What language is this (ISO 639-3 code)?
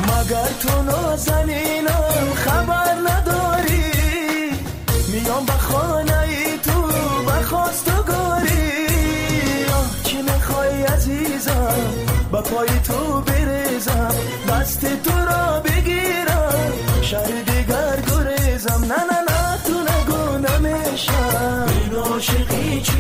fas